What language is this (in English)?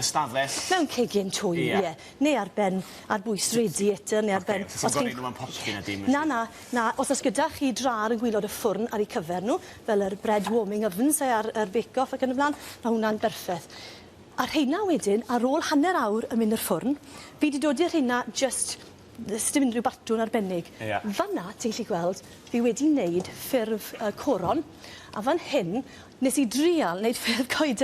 Welsh